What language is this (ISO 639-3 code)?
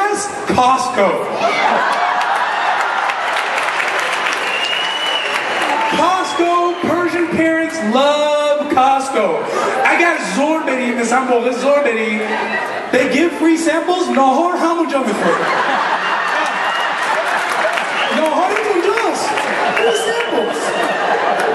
fas